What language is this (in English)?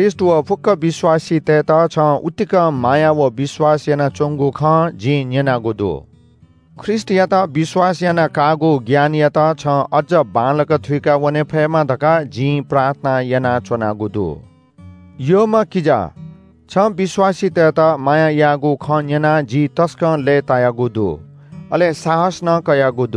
Newari